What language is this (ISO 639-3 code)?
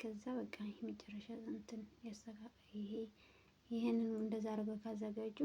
amh